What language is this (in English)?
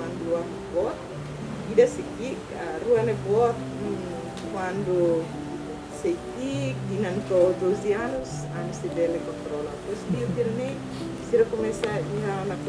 Tetum